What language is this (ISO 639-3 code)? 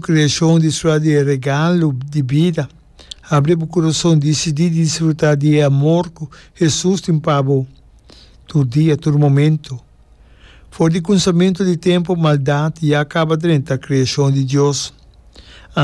pap